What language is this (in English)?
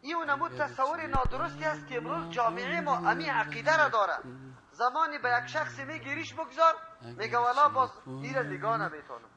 Persian